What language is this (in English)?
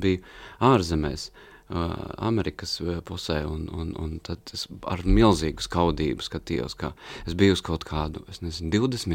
Latvian